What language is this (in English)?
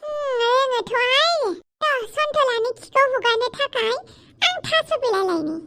Bodo